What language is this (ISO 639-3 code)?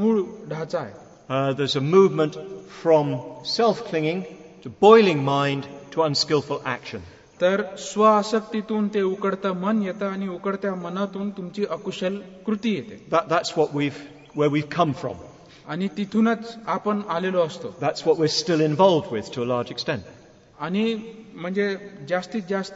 mar